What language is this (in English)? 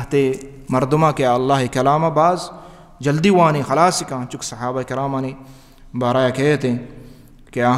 Baluchi